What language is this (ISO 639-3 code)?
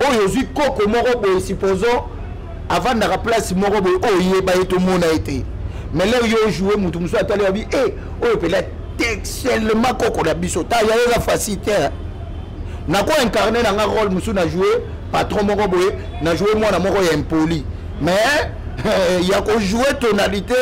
lin